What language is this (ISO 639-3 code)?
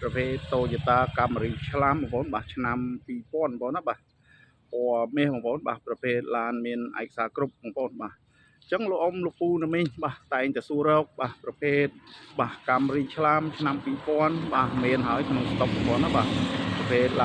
khm